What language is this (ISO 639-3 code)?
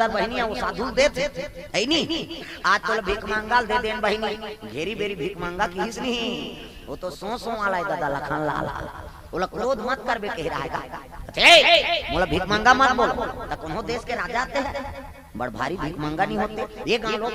hne